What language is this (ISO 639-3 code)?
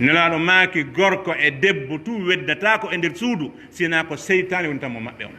fuf